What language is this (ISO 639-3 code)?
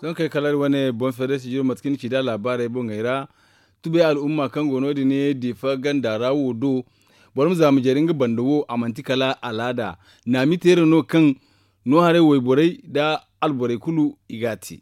dje